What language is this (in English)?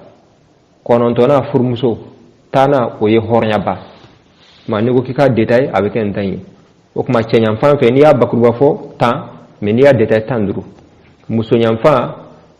Bambara